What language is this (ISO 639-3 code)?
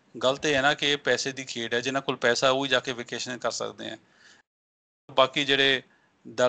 pan